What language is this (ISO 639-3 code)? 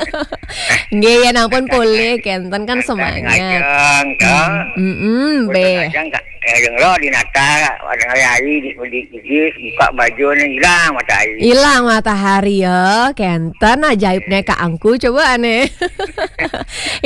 ban